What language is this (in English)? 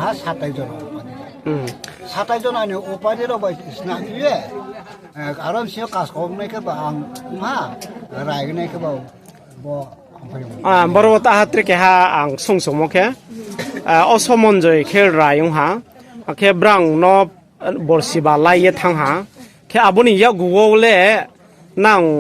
Riang (India)